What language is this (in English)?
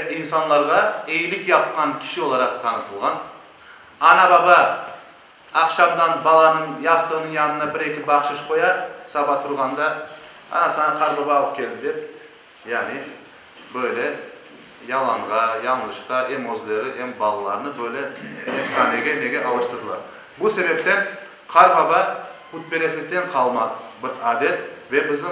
Crimean Tatar